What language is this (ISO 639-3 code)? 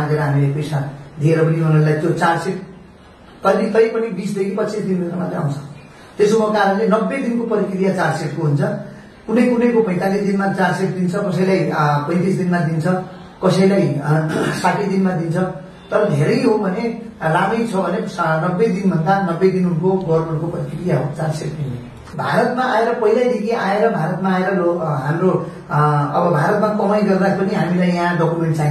nep